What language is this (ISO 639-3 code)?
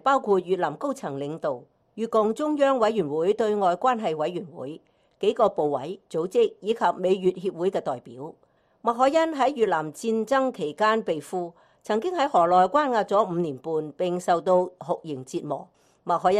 yue